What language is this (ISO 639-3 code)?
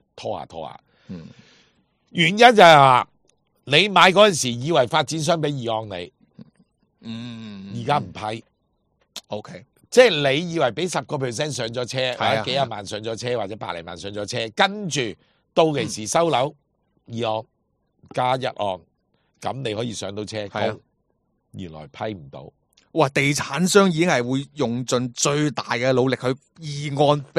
yue